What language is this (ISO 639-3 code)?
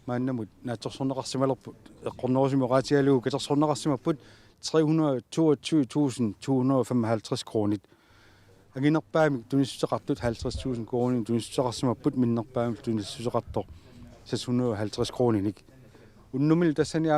kal